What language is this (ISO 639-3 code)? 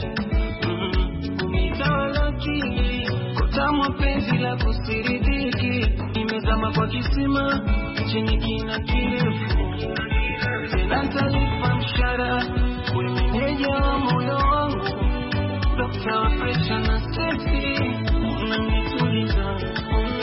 swa